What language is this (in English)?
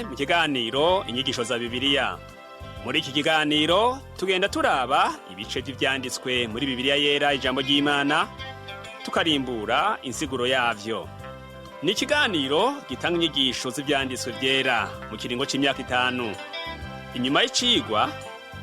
Rundi